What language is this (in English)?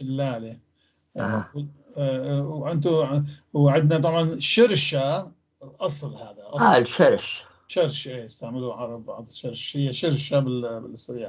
North Levantine Arabic